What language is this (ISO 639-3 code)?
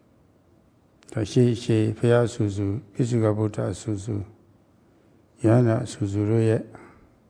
mya